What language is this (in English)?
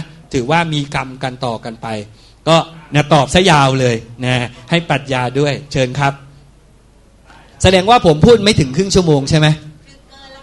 Thai